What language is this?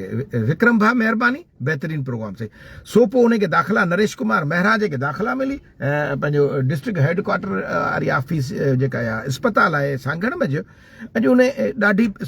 Sindhi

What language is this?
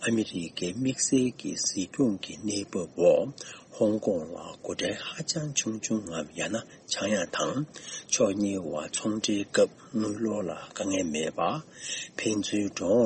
Tibetan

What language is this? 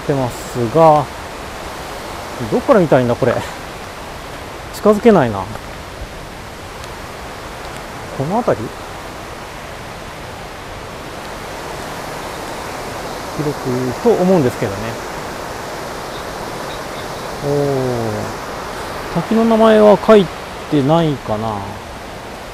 Japanese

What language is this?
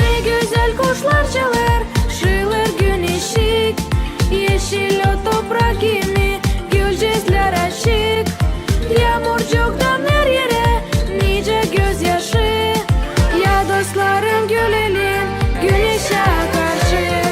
Gagauz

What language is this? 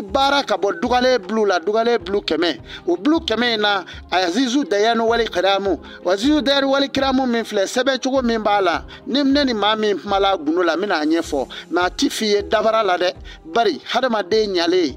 Bambara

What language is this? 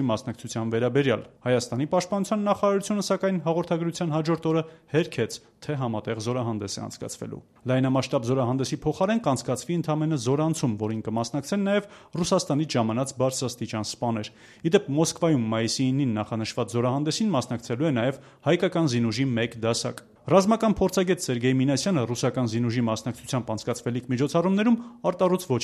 Armenian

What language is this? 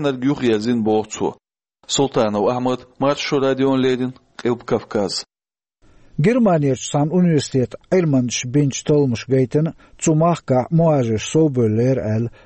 Chechen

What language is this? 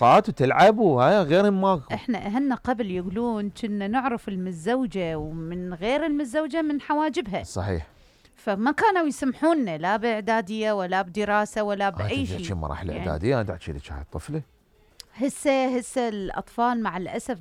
Mesopotamian Arabic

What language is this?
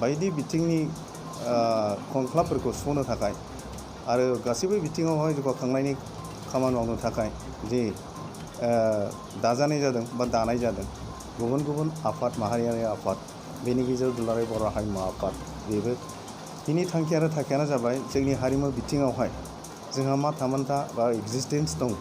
Bodo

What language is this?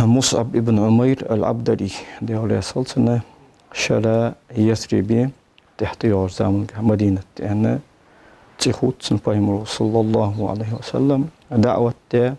Ingush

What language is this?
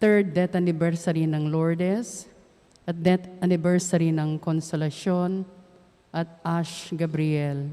Pampanga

